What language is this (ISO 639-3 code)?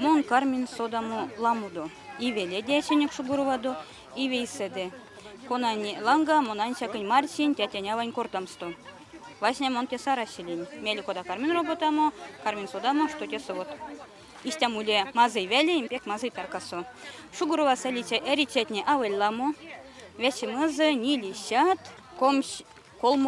myv